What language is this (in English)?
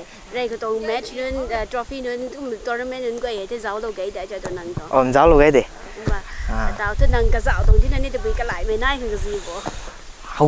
Rongmei Naga